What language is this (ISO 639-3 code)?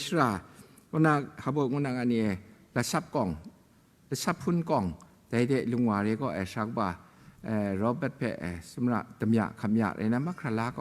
kac